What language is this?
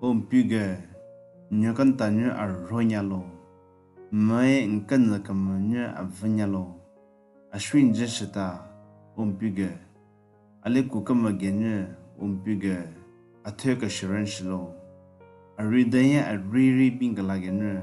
Southern Rengma Naga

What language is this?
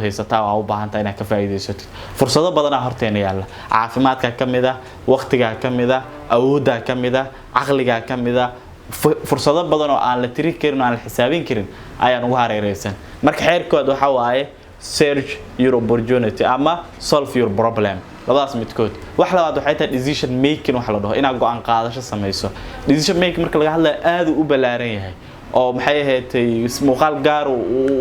Somali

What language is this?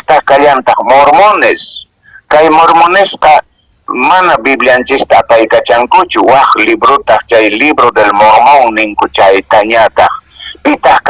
Quechua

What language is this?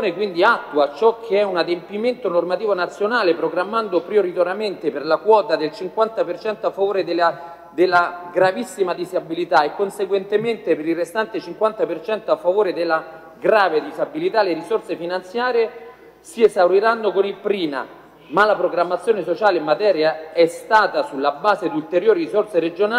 Italian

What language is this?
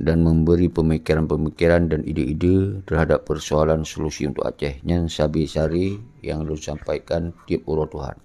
Achinese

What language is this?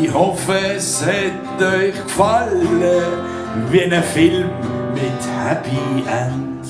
Swiss German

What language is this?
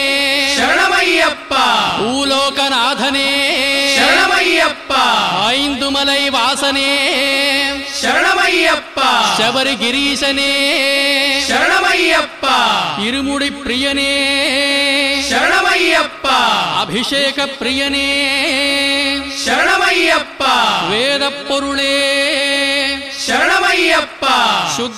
Tamil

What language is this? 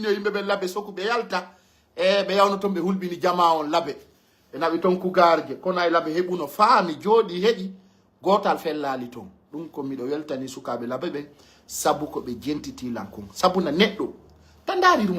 Pular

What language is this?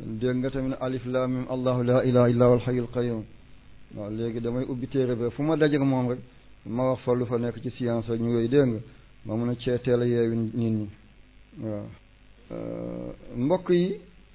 Wolof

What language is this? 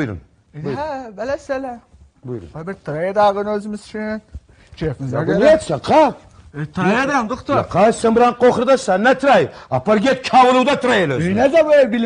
South Azerbaijani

